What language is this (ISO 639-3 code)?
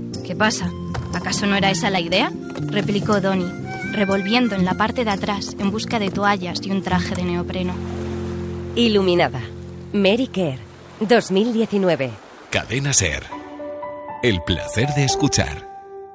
spa